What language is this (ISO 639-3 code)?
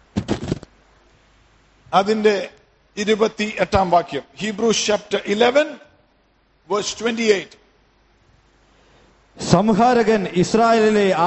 mal